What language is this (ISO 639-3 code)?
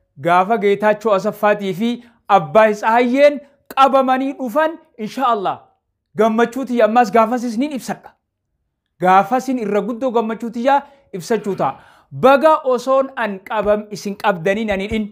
orm